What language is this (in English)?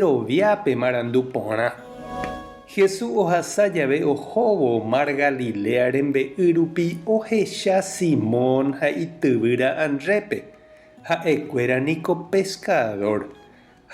Guarani